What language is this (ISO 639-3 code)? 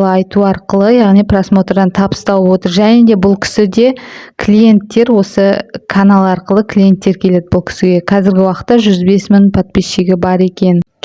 kaz